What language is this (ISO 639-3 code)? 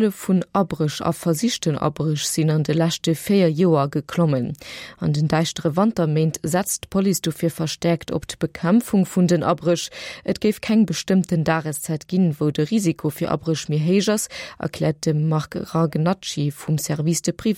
ltz